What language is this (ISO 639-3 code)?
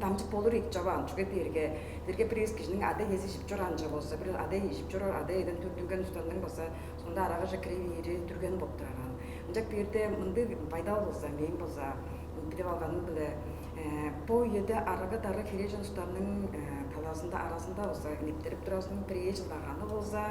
tyv